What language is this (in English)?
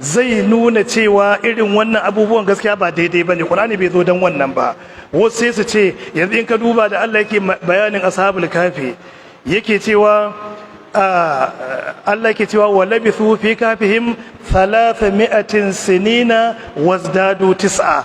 Hausa